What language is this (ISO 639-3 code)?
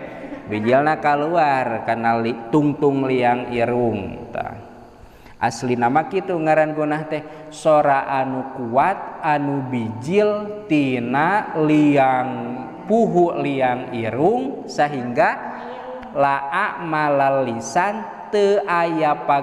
sun